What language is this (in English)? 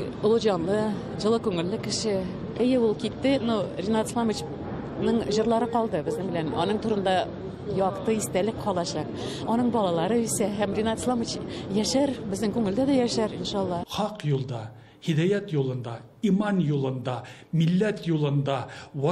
Tatar